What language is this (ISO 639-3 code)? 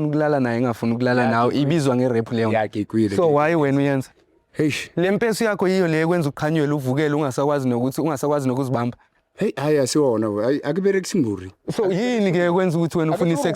zul